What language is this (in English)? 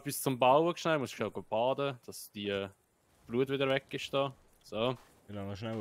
Swiss German